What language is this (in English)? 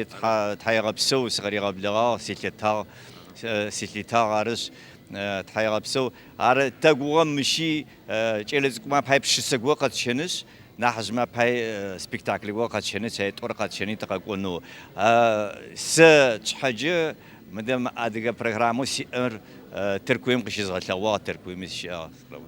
Adyghe